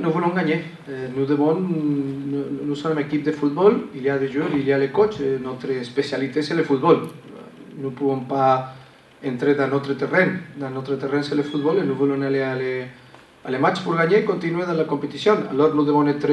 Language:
French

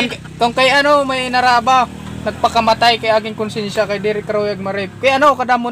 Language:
Waray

